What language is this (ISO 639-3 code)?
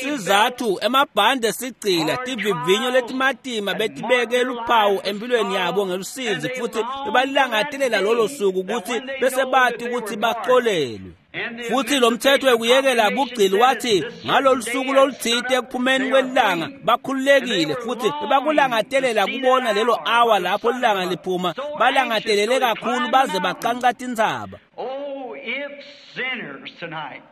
ssw